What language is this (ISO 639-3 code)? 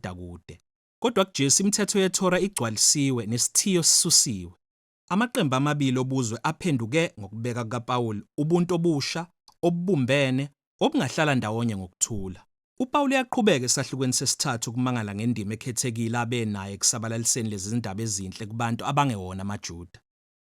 zul